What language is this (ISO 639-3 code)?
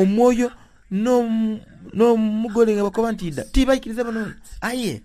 xog